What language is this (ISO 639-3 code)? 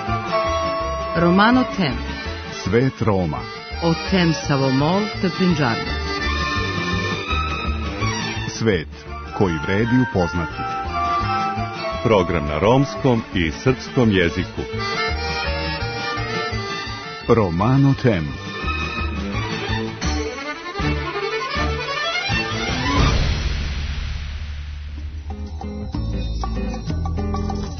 srp